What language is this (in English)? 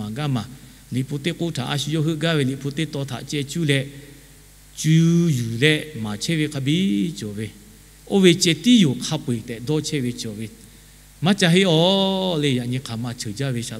Lahu